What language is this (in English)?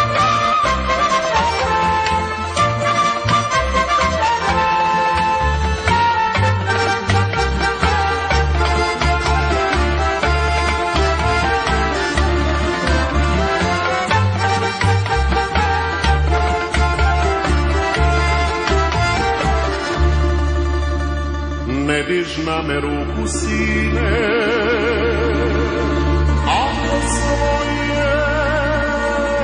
Serbian